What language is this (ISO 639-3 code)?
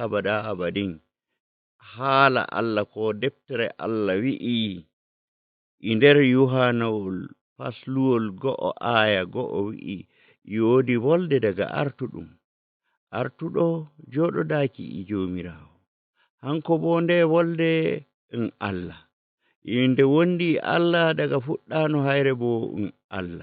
ful